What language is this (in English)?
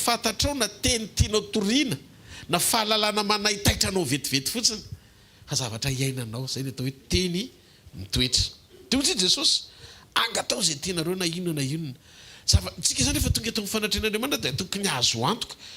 Malagasy